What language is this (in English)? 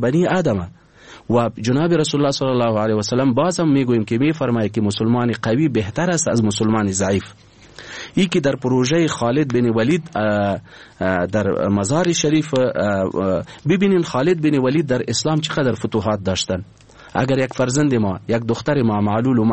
Persian